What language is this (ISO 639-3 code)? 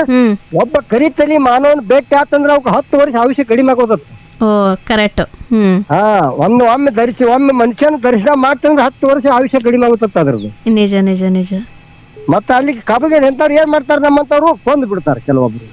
kan